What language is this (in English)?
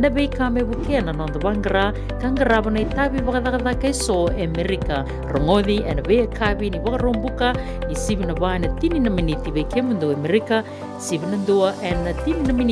Fijian